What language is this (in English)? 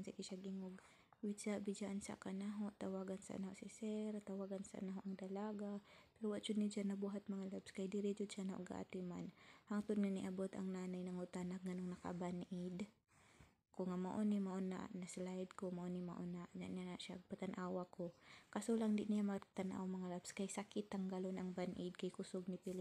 Cebuano